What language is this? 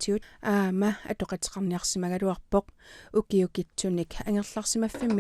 Kalaallisut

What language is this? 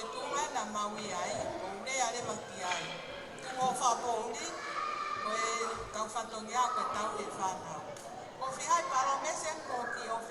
Tongan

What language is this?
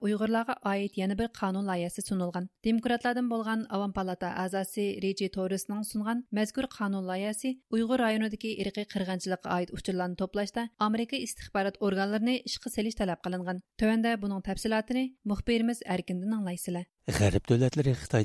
Uyghur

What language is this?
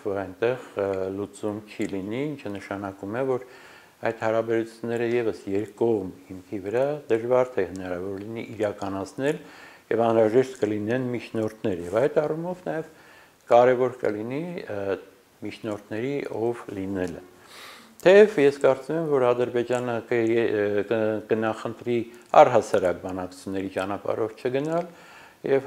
Armenian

